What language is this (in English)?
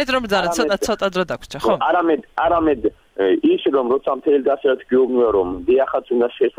Georgian